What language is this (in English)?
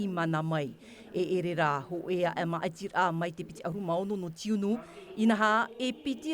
Tahitian